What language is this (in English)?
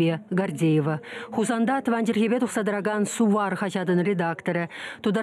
Chuvash